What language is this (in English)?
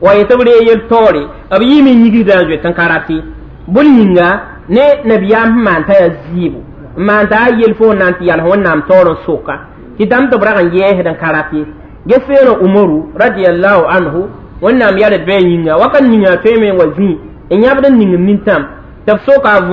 Mossi